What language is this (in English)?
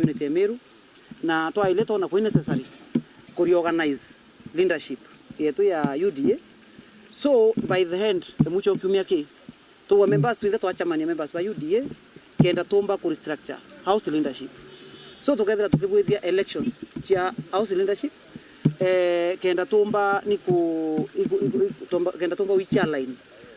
Meru